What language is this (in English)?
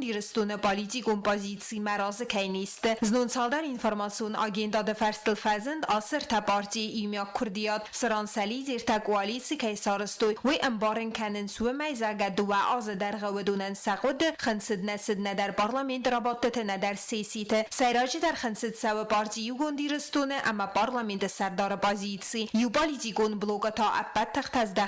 Ossetic